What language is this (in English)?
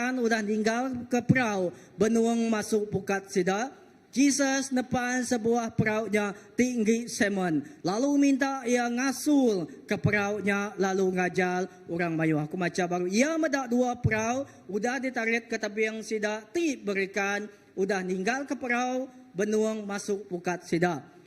Iban